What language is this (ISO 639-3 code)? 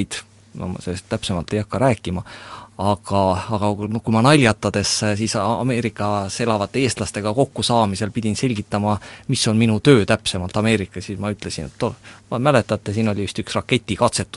est